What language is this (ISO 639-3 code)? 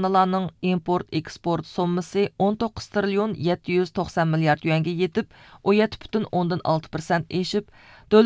uig